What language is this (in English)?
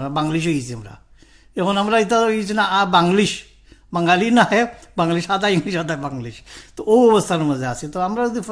Sylheti